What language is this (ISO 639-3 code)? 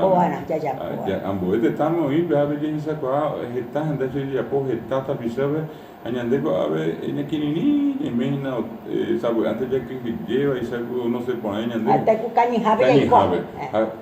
grn